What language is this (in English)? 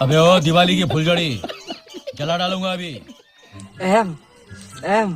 Khasi